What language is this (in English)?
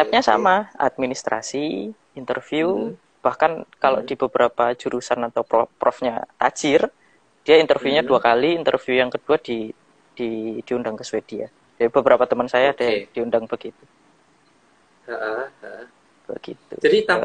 Indonesian